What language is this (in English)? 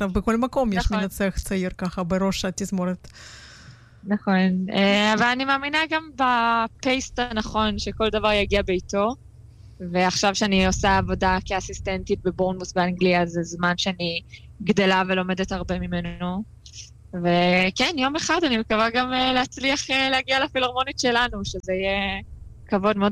Hebrew